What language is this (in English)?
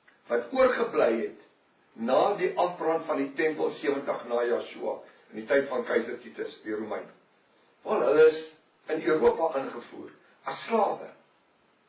Afrikaans